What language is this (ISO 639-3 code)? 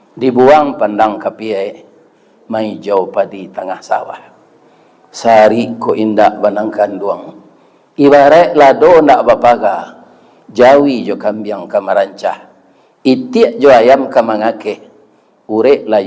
min